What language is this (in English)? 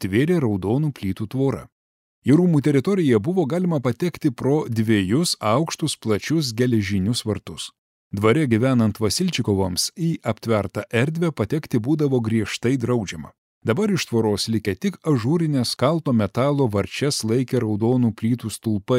Lithuanian